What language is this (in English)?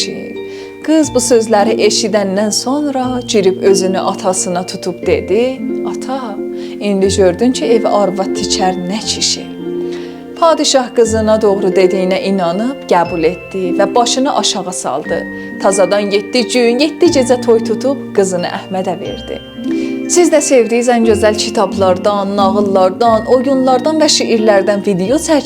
South Azerbaijani